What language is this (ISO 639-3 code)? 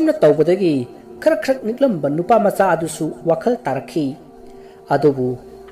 mni